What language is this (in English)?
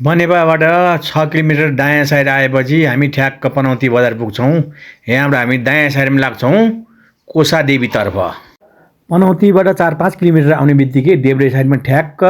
Nepali